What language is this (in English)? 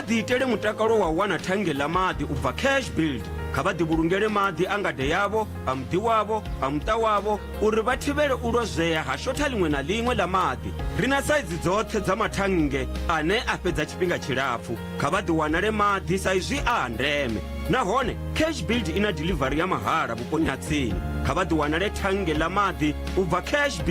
Venda